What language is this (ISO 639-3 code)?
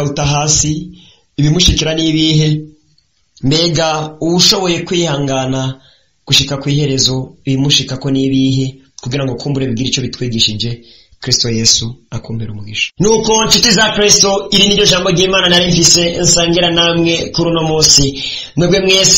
run